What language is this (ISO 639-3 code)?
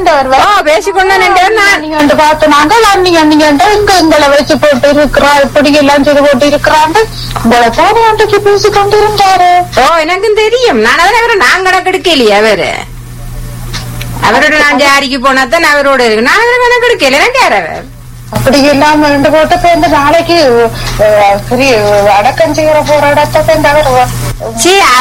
tam